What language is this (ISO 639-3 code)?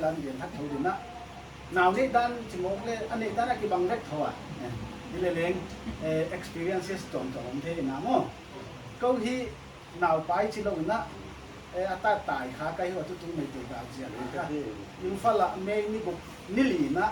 pck